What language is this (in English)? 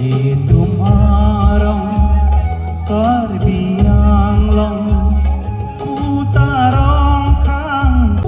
Karbi